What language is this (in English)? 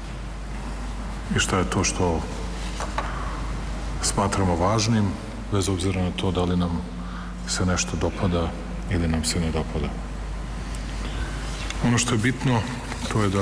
Serbian